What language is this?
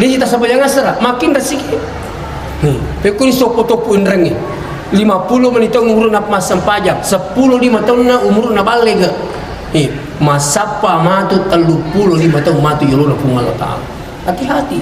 Buginese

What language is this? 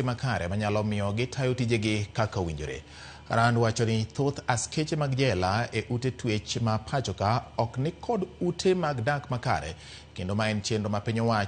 Luo (Kenya and Tanzania)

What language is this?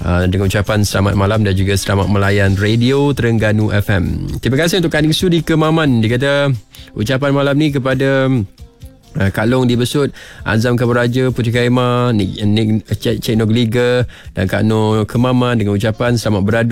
Malay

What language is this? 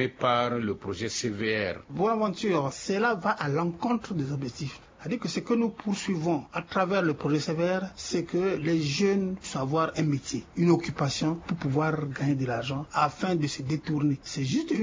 French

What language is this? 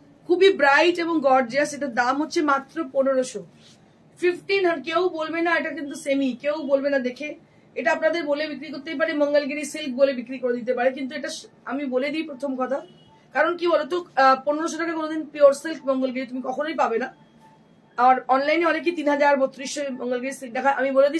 Bangla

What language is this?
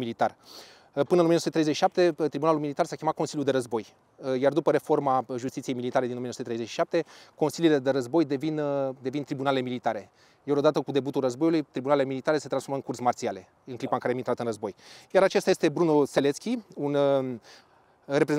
Romanian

